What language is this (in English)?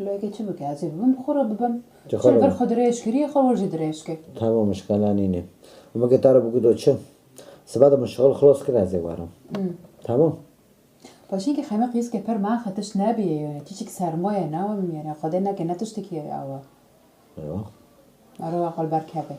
Kurdish